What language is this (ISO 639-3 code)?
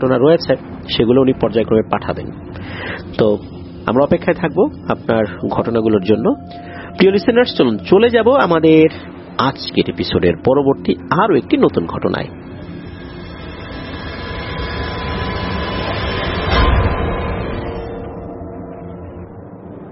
ben